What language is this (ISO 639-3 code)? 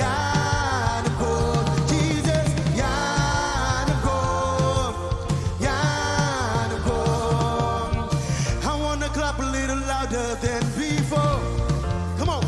mah